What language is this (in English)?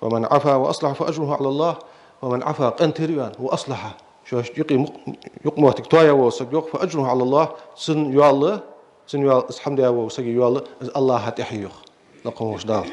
Ingush